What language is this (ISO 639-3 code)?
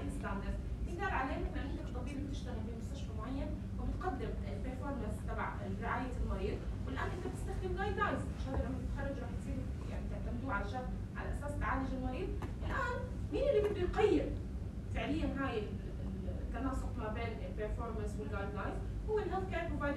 apc